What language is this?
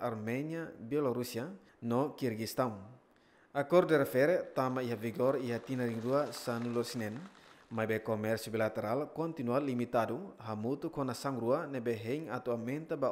Tetum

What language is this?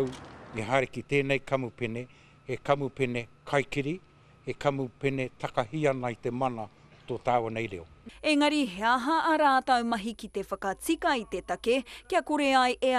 Māori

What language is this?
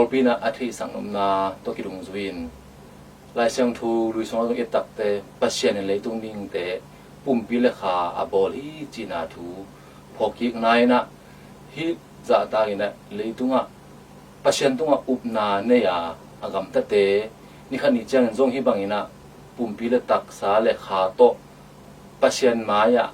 Tedim Chin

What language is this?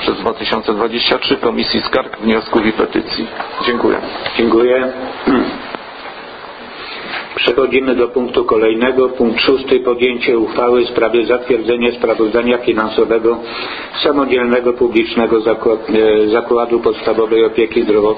Polish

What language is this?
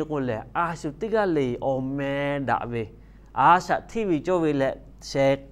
Lahu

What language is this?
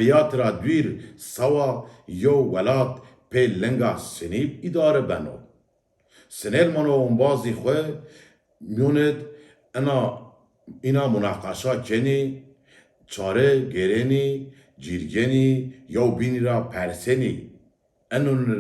Zaza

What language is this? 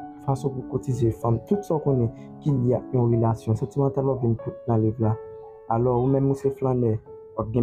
Haitian Creole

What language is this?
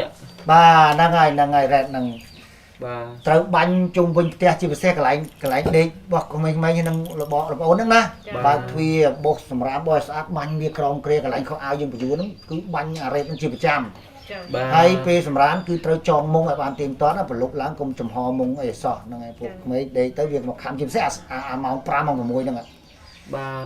Khmer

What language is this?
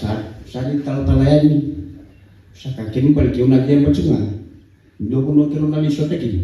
Fijian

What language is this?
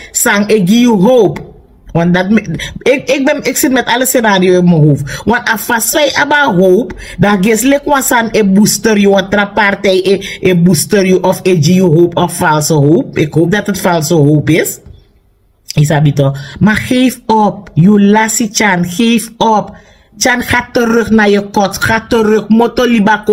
Sranan Tongo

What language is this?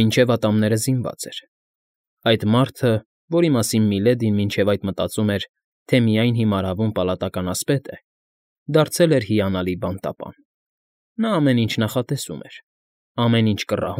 Armenian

